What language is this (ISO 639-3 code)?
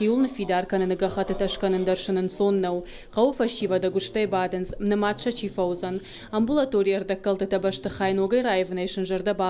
oss